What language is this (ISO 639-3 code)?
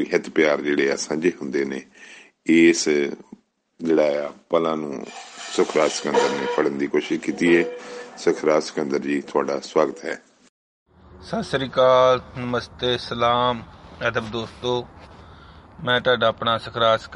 pan